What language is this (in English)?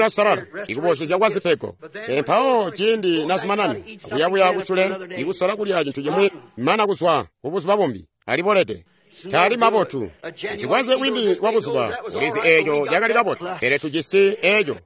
Tonga (Zambia)